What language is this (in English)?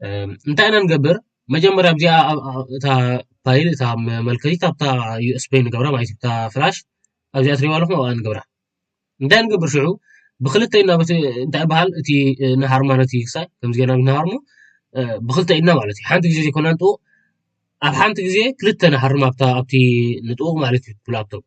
Tigrinya